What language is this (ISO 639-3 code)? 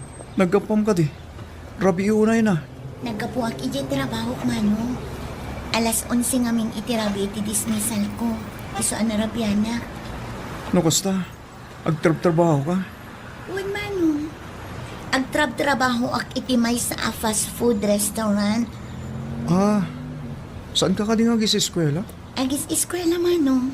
ilo